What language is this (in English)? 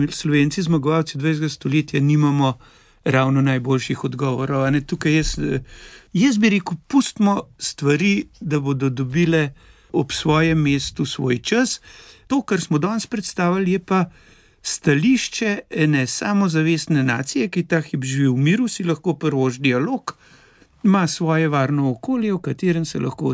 Slovenian